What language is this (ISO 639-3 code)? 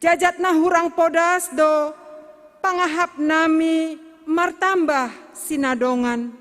bts